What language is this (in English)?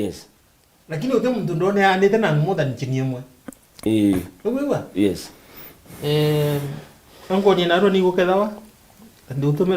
Meru